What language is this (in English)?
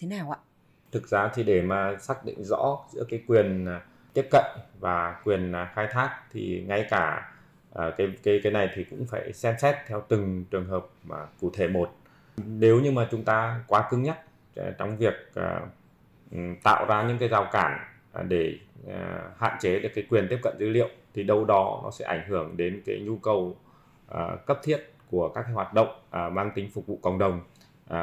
Vietnamese